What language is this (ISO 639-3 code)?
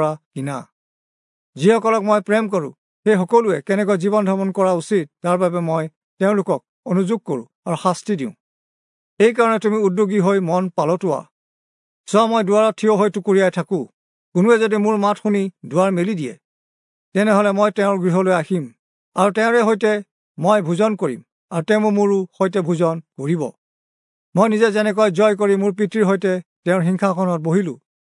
asm